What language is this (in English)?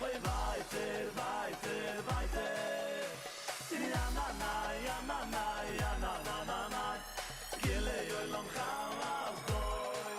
Yiddish